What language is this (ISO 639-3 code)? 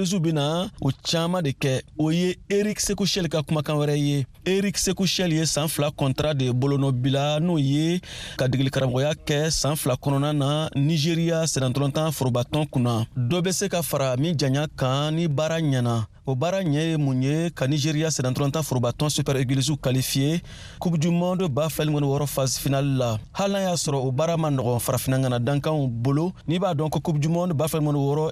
bam